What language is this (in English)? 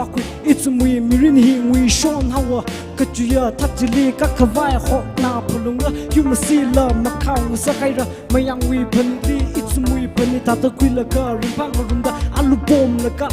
Tangkhul Naga (India)